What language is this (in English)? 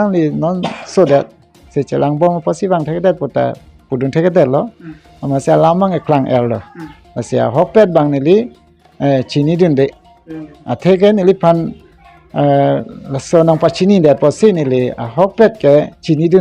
Karbi